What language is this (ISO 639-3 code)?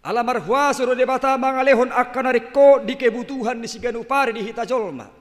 bbc